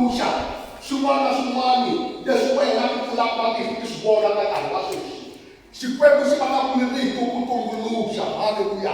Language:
Tsonga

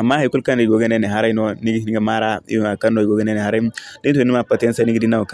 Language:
Zarma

